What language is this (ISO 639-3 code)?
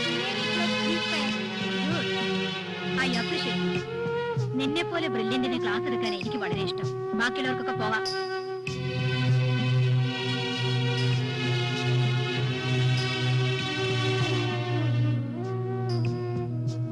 mal